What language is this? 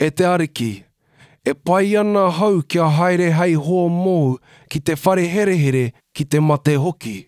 Māori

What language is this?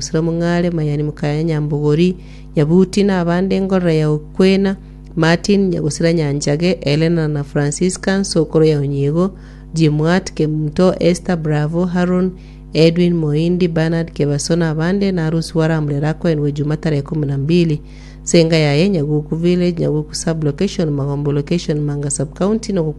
Gusii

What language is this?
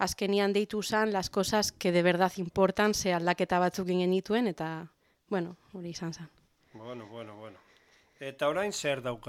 Basque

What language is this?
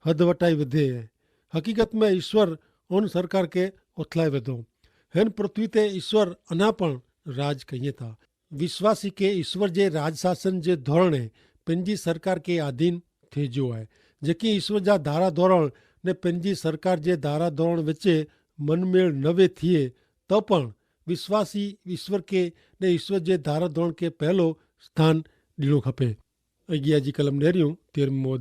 Kachhi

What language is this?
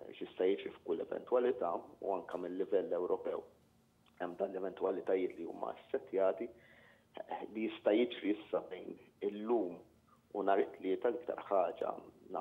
Maltese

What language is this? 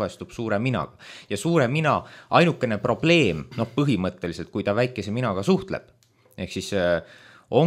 Estonian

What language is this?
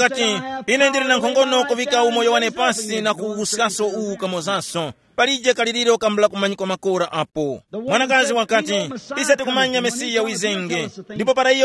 Tumbuka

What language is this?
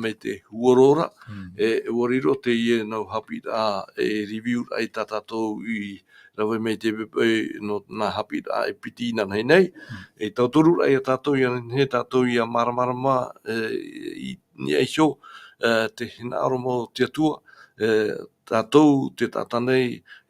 Tahitian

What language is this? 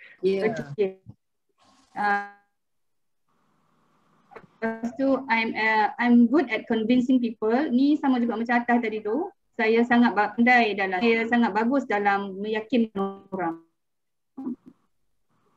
Malay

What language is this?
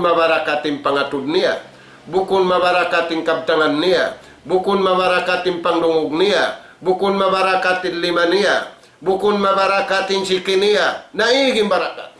Tausug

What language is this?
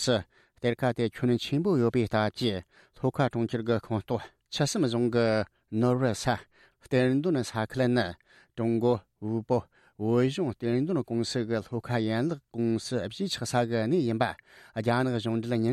Tibetan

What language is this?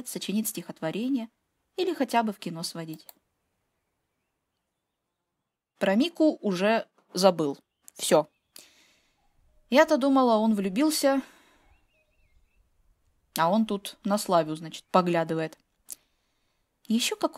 Russian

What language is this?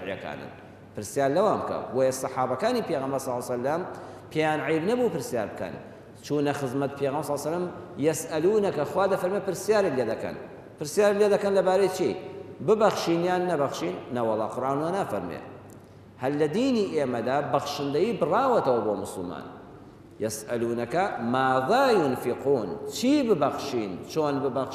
Central Kurdish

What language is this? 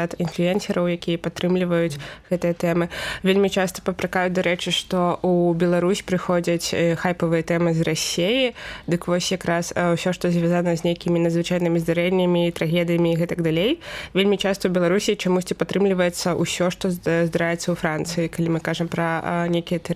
Belarusian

